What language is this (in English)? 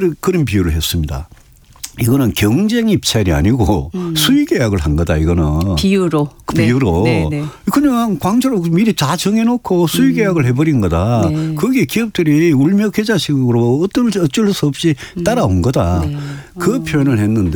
Korean